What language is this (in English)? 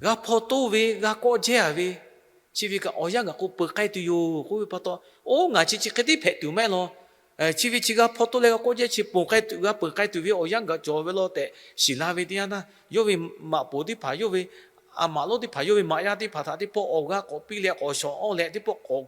Lahu